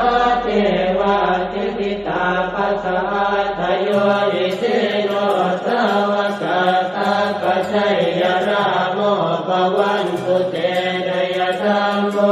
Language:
Pali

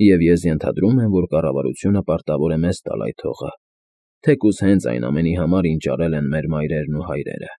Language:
Armenian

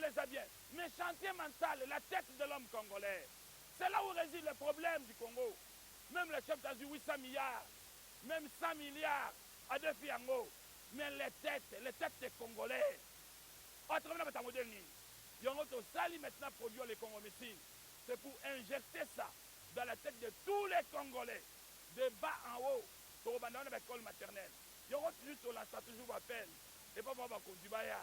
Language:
Lingala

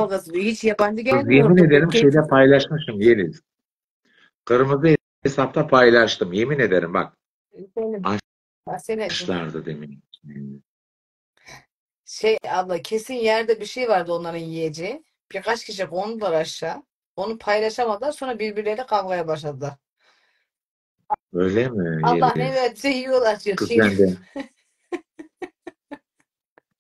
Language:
Turkish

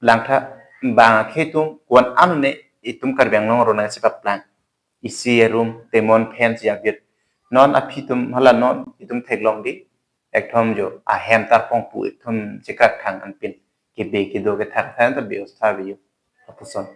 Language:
Karbi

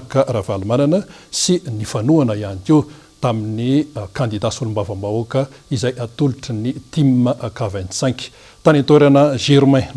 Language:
Malagasy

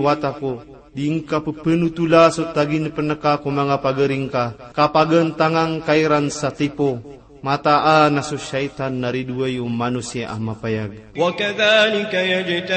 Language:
Maranao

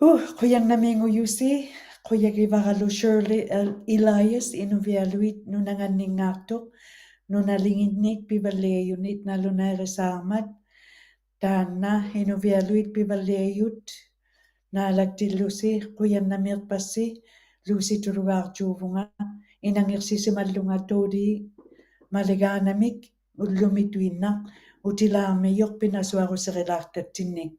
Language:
Western Canadian Inuktitut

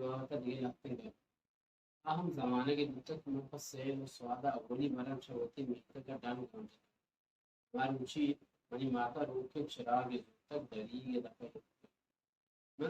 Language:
Baluchi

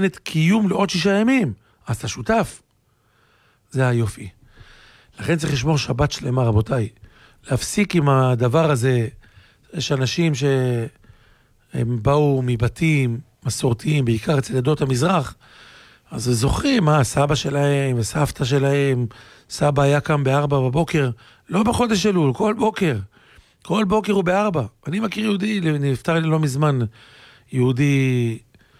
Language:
Hebrew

